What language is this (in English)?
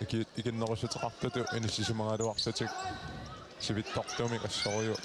Kalaallisut